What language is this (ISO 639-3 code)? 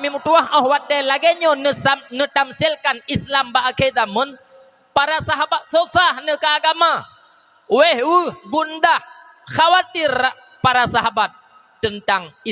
ace